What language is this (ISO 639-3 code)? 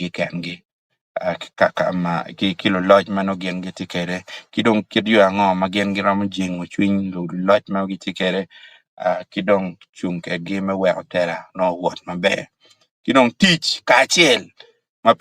ach